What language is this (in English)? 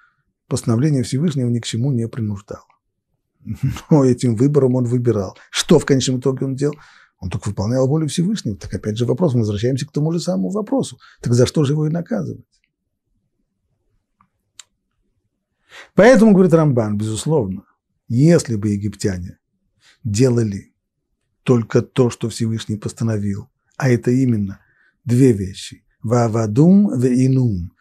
Russian